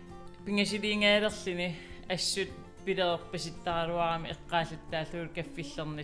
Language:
Kalaallisut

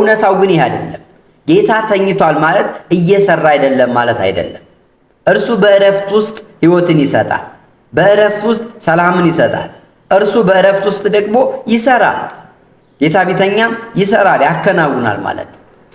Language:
Amharic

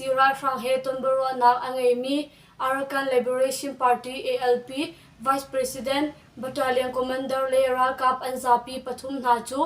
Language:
Hakha Chin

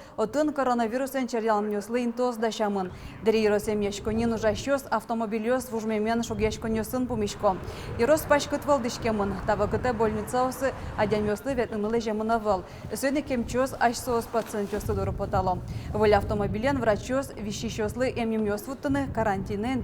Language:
Udmurt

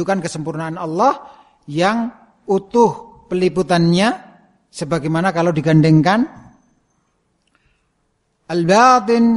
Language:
Indonesian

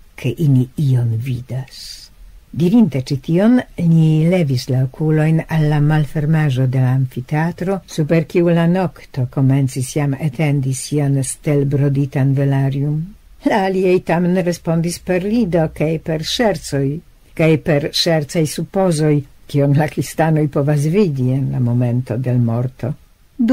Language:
Esperanto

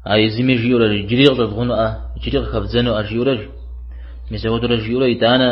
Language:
Kabardian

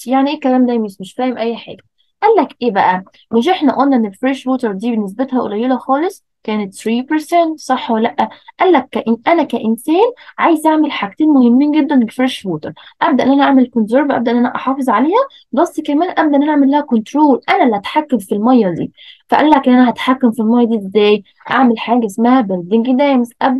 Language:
Egyptian Arabic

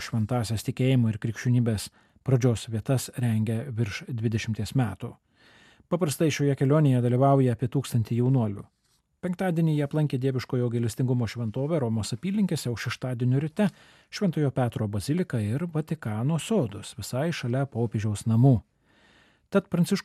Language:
Lithuanian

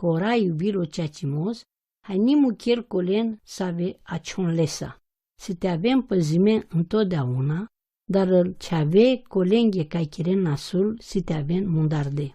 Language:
Romany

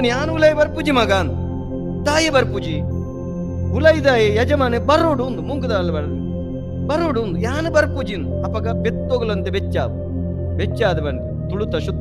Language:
Tulu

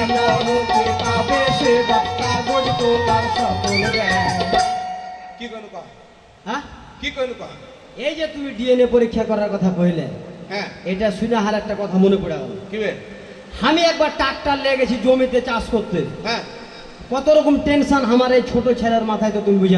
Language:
Bangla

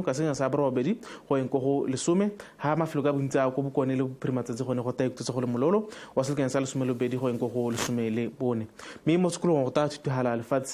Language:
Tswana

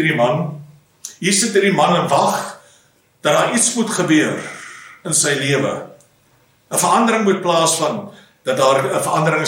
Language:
Afrikaans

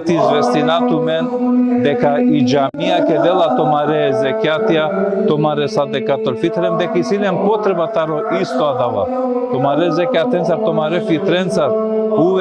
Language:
Balkan Romani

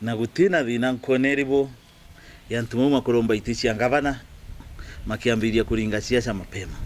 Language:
Meru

